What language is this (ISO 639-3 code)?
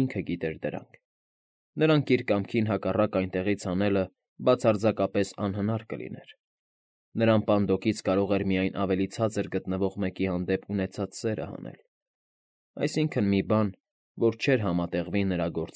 hye